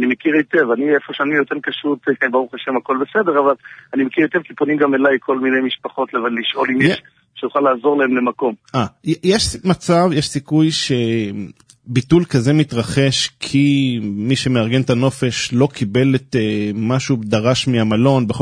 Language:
Hebrew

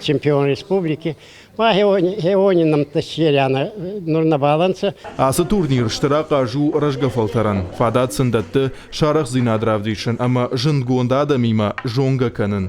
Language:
Ossetic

